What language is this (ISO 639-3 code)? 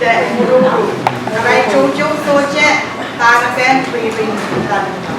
pon